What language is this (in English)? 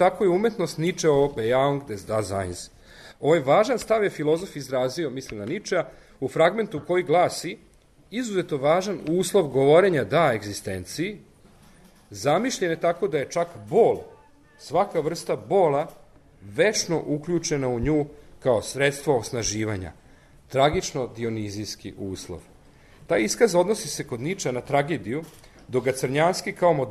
Serbian